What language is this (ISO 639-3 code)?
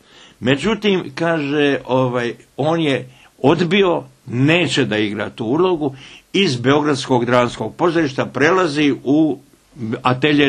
bos